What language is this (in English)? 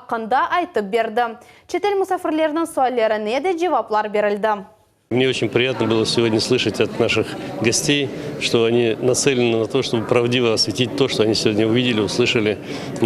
Crimean Tatar